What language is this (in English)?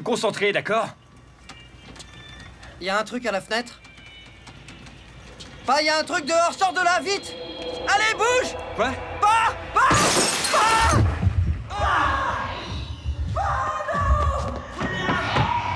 French